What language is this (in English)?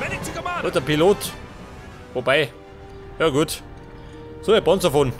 Bavarian